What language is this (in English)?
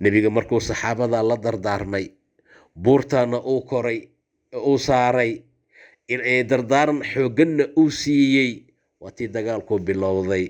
Somali